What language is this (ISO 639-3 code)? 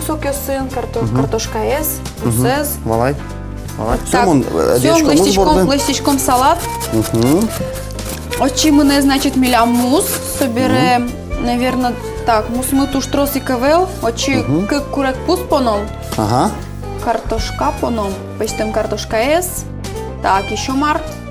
udm